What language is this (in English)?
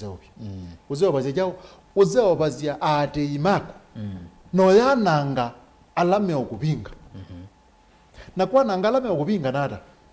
Kamba